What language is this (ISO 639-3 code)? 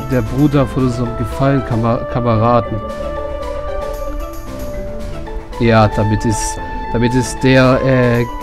deu